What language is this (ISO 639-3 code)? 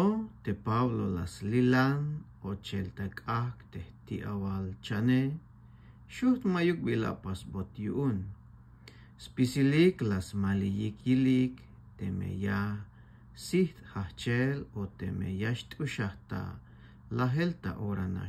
tzh